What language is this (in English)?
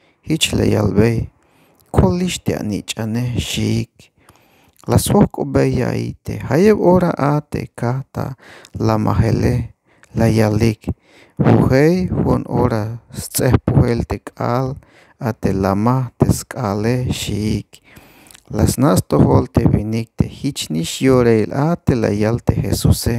Tzeltal